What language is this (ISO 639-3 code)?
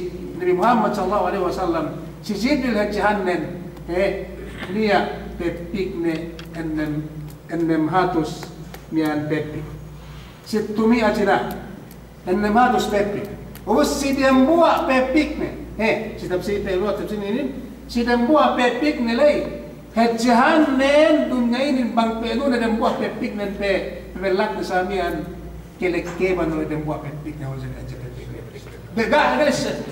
yka